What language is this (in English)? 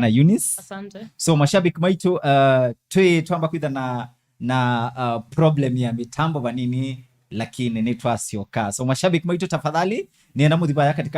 Kamba